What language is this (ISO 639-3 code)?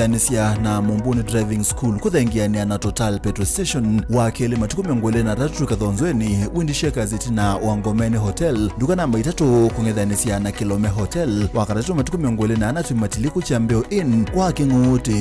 kam